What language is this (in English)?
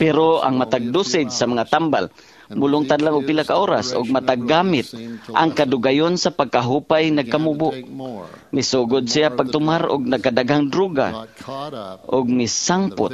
Cebuano